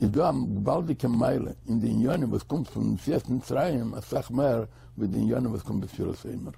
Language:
Yiddish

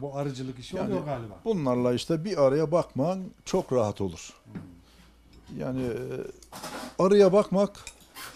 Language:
Turkish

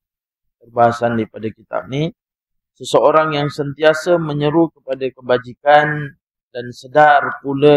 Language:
Malay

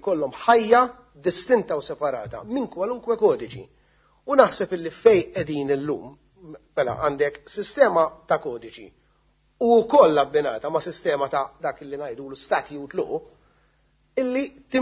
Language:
Maltese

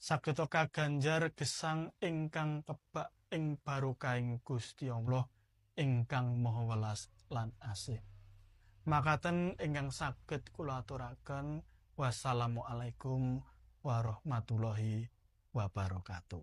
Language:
Javanese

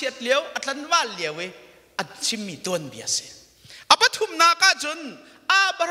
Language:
Hakha Chin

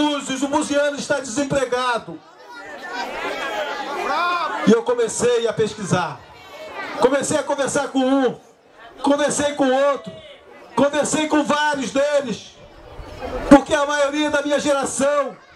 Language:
Portuguese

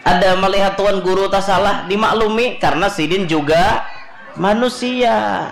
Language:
Banjar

